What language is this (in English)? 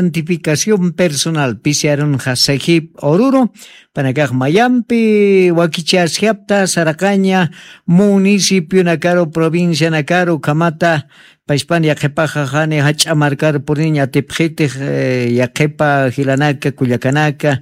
Aymara